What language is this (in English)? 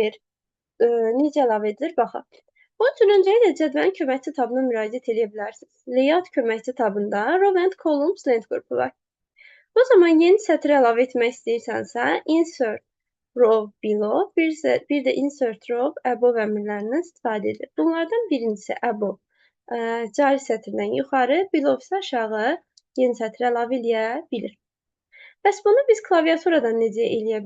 Azerbaijani